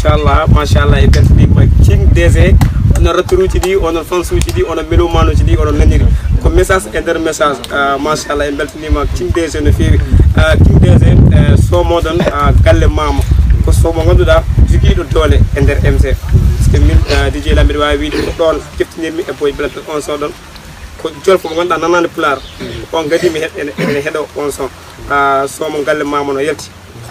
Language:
Pular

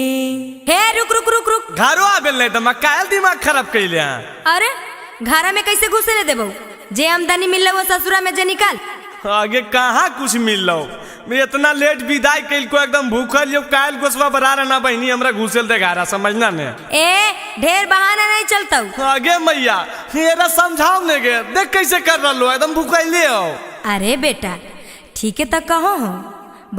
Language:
Magahi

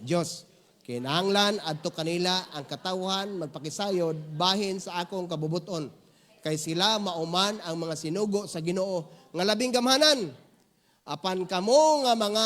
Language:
Cebuano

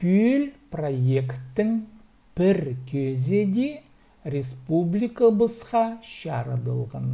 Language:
Khakas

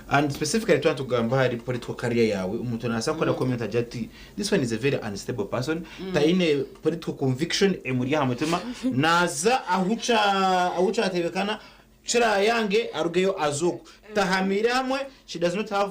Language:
Nyankole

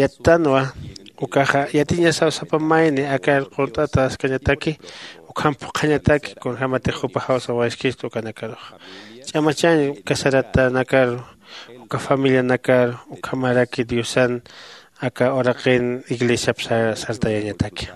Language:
Aymara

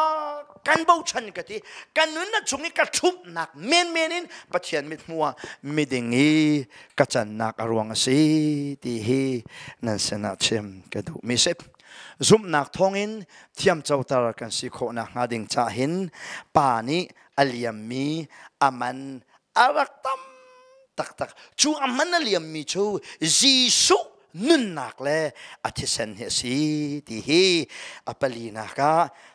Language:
Hakha Chin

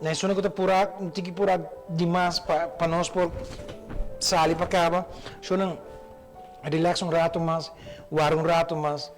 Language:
Papiamento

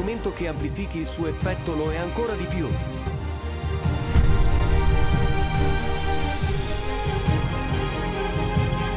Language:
Italian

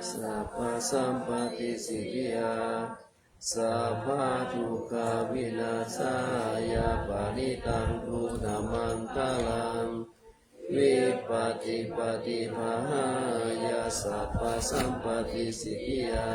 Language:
Pali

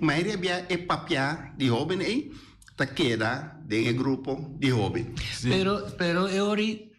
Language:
Papiamento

